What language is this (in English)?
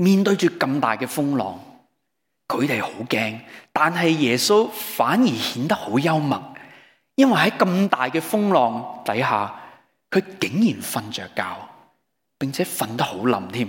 Cantonese